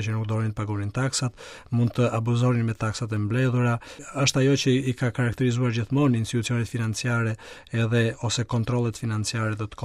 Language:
Albanian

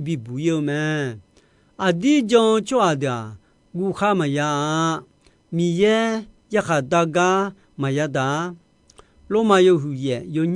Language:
Akha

